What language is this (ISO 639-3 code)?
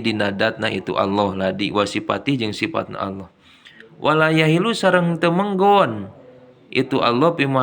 sun